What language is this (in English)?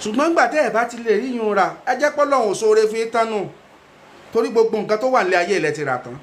Yoruba